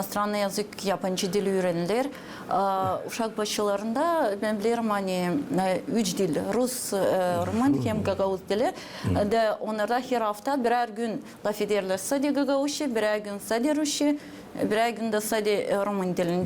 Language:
Gagauz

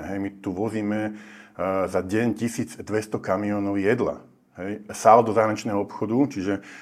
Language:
Slovak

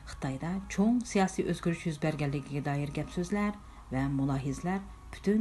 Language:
Uyghur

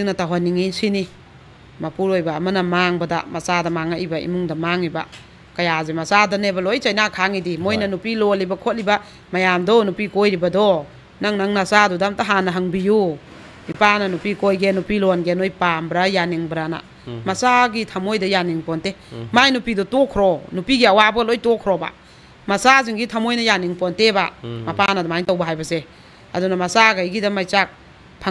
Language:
Manipuri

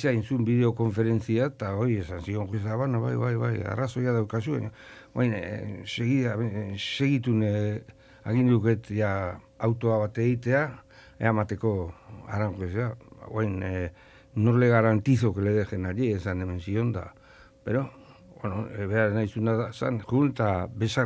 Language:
Basque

